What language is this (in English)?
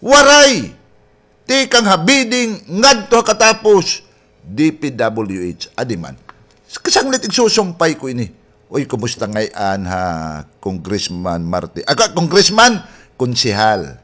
Waray